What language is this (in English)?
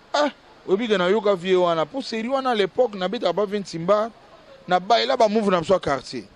Lingala